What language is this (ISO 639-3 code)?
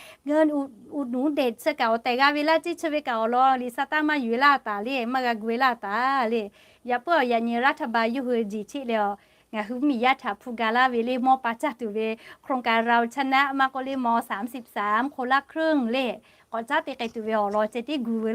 lhu